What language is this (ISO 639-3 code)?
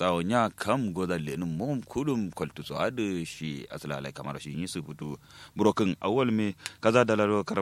kau